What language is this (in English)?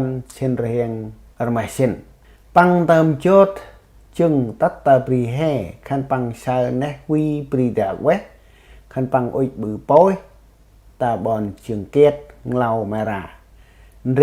Central Mnong